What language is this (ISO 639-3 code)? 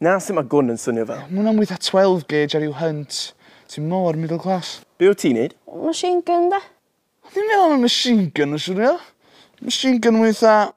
cym